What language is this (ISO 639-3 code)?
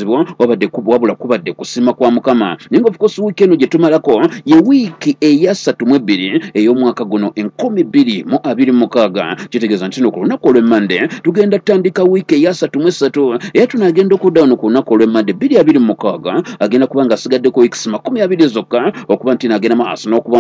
lug